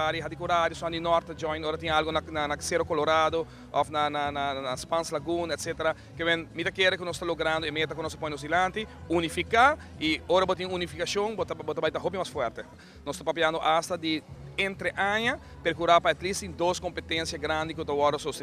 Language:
Papiamento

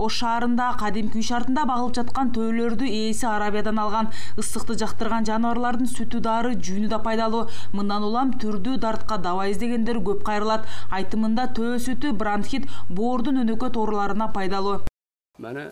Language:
Kyrgyz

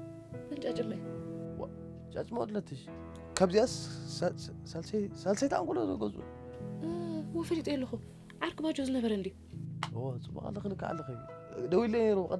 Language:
Tigrinya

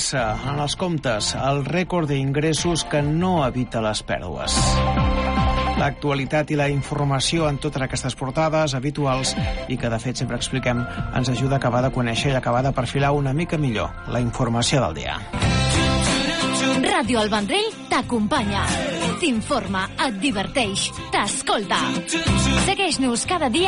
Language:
Catalan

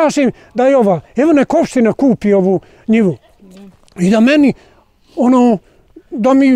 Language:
Bosnian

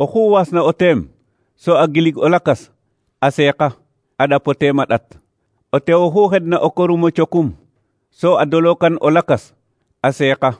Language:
Serer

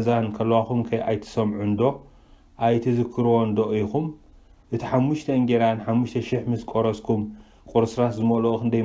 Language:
Tigrinya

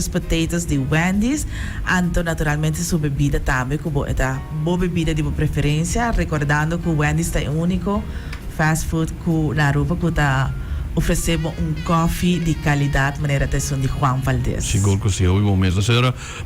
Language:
Papiamento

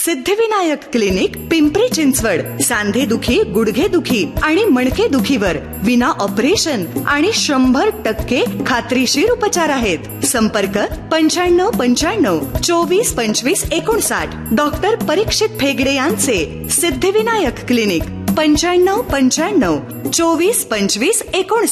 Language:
Marathi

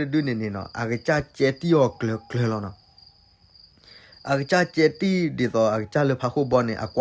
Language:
S'gaw Karen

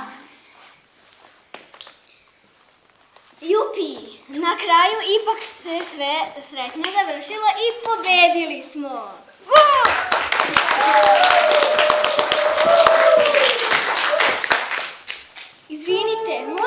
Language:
Serbian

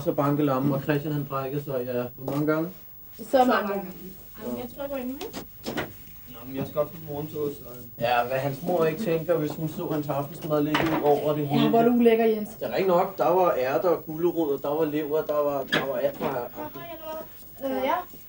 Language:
Danish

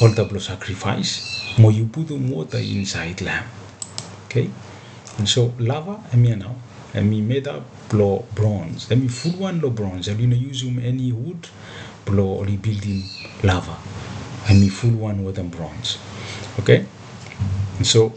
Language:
Bislama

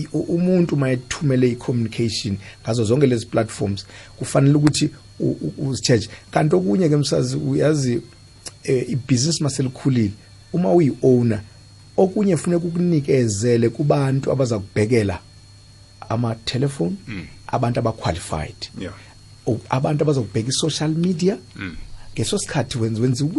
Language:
South Ndebele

